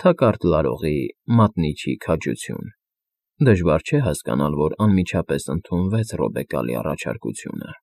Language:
Armenian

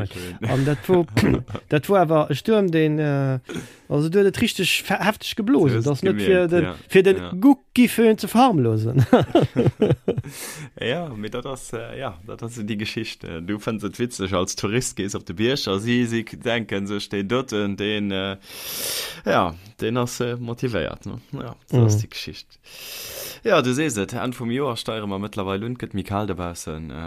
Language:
Luxembourgish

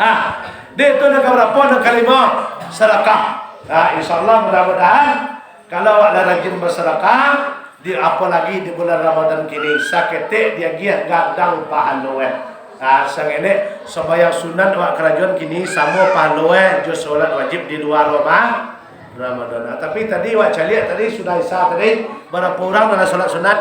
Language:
Minangkabau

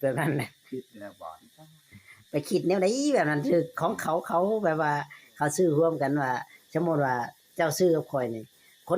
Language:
Northeastern Thai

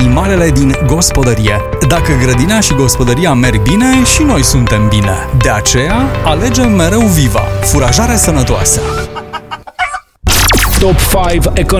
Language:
Romanian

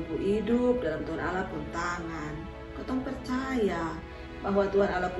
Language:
Kupang Malay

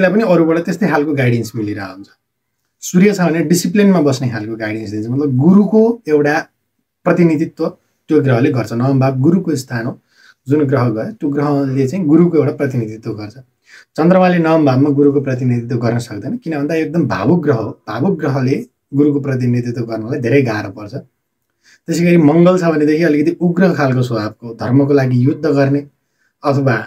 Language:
Nepali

